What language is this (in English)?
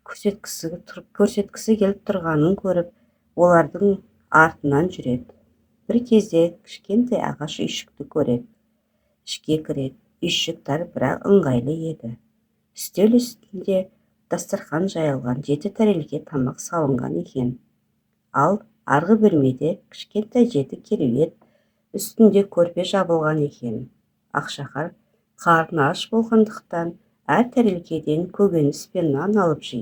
Kazakh